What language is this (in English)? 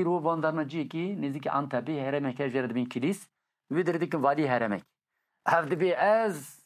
Kurdish